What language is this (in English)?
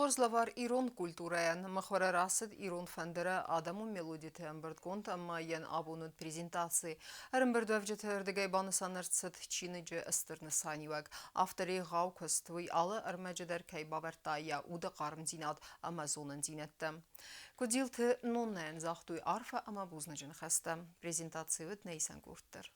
Ossetic